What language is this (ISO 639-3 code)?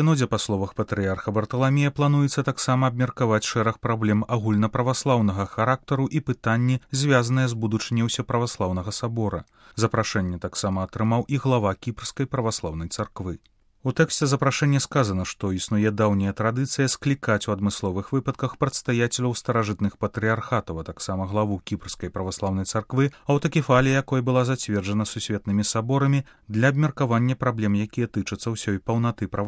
bel